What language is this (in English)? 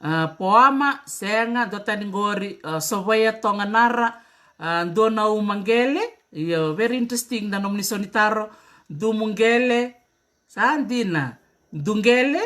Fijian